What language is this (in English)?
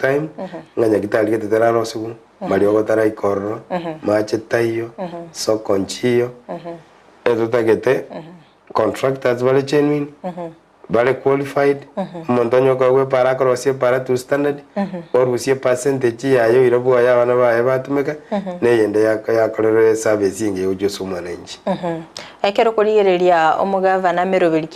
Gusii